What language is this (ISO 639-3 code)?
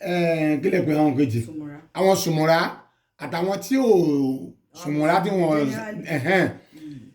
yor